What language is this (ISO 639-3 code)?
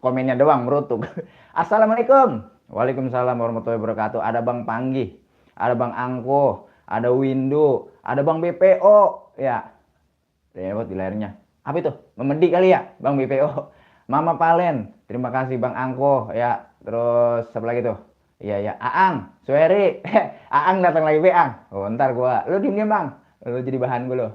bew